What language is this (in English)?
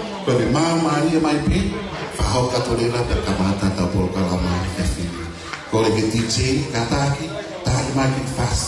Tongan